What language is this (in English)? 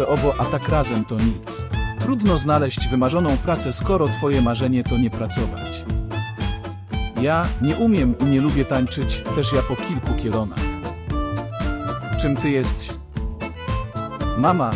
Polish